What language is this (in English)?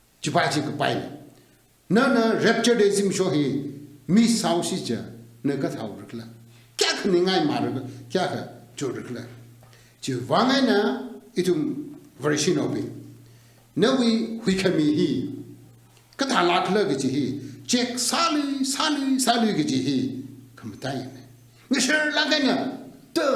Tangkhul Naga (India)